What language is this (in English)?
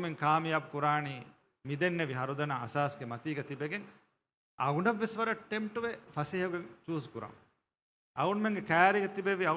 Divehi